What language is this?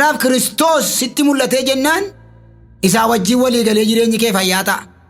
Oromo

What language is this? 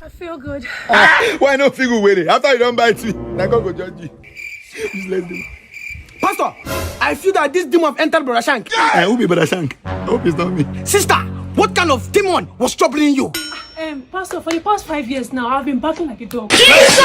Nigerian Pidgin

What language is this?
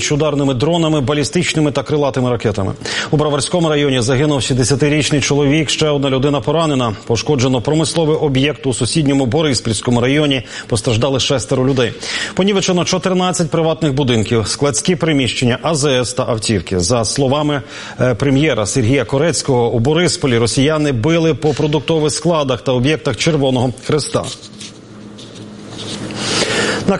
Ukrainian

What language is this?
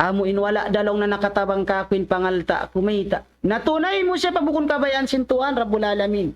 Tausug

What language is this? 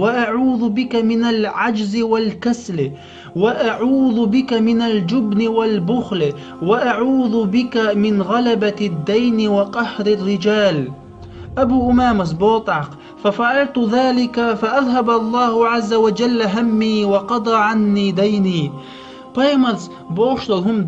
Chechen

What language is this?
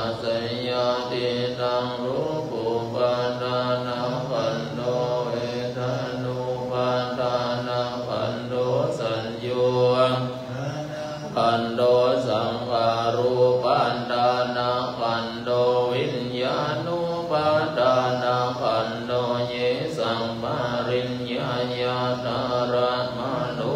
Pali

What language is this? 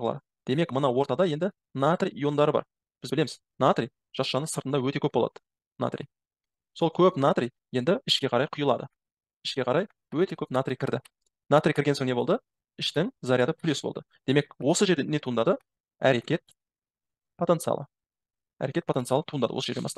Kazakh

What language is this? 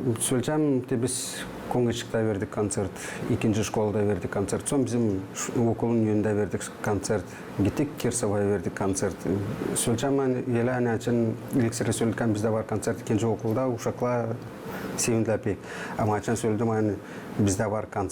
Gagauz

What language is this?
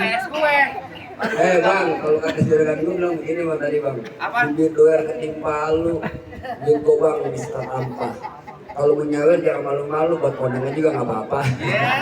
Betawi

